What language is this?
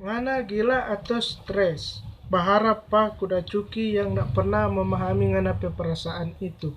Manado Malay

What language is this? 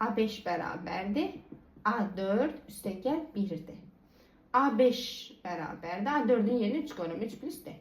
Azerbaijani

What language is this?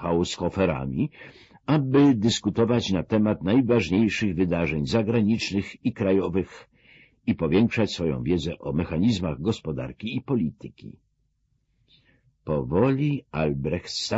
Polish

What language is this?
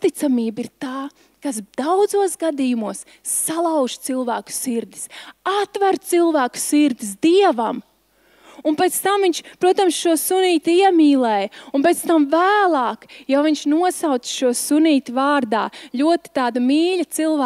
Latvian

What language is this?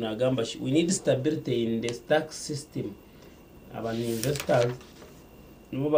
Nyankole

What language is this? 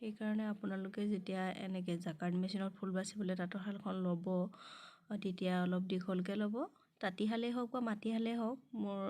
Assamese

